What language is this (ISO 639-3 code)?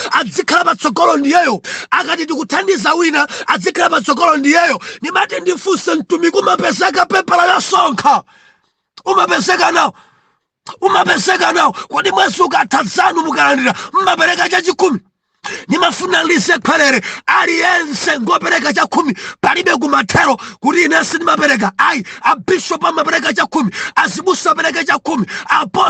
nya